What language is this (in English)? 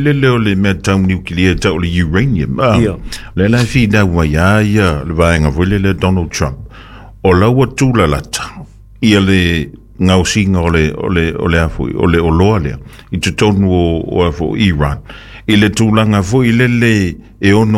Samoan